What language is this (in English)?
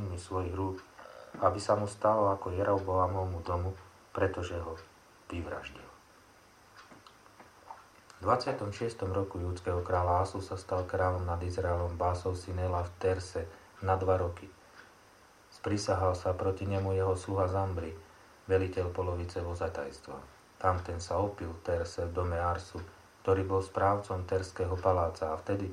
Slovak